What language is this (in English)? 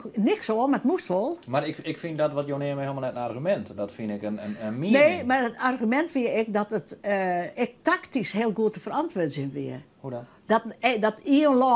Western Frisian